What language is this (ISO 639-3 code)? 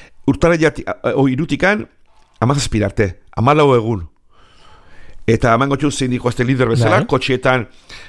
eus